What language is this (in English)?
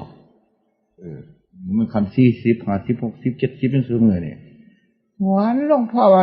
Northeastern Thai